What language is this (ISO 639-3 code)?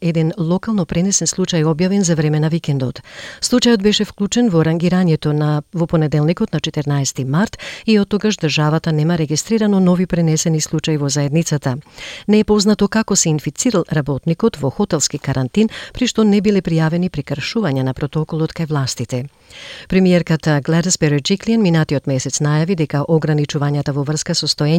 mkd